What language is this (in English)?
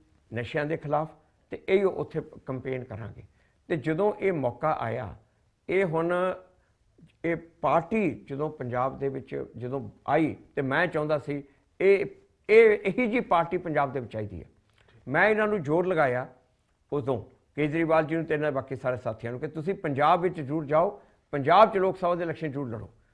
Punjabi